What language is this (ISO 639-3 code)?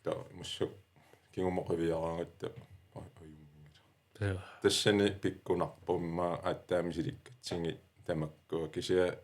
kal